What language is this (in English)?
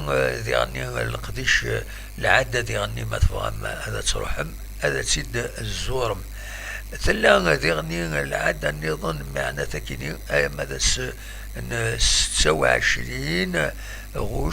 Kabyle